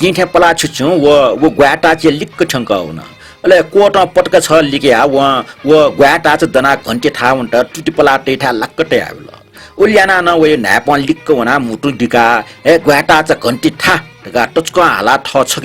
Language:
Newari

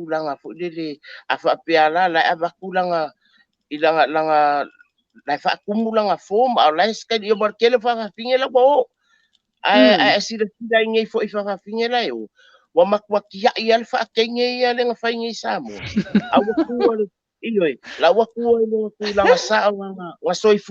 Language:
Samoan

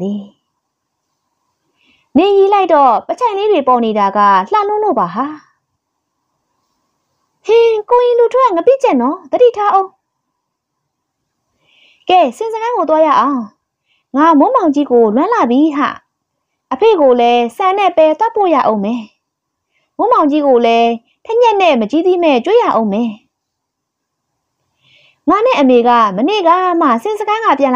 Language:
Burmese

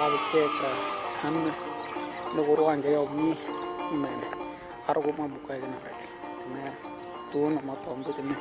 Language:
Western Dani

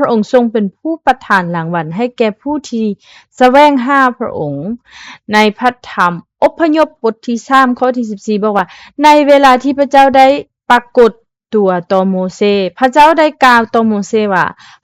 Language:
Lao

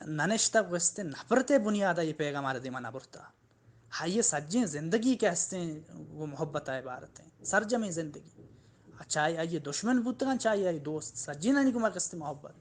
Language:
Baluchi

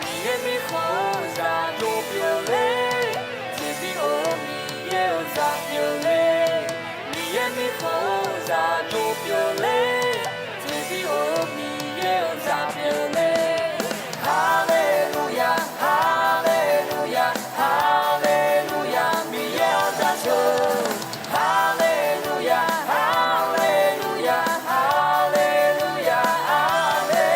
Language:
Akha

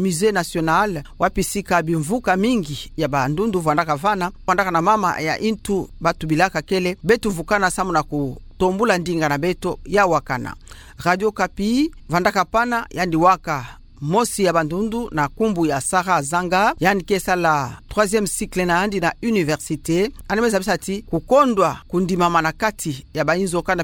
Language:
Kituba (Democratic Republic of Congo)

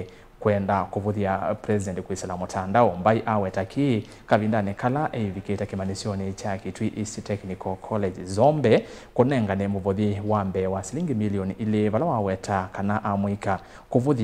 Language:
Kamba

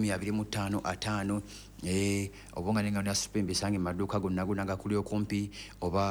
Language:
Ganda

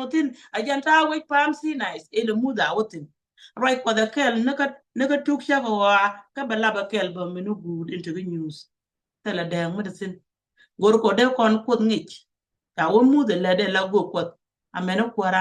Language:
Nuer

